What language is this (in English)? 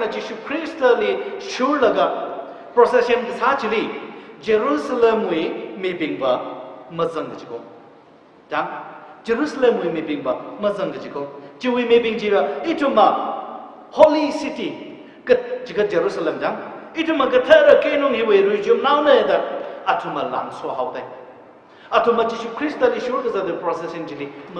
Tangkhul Naga (India)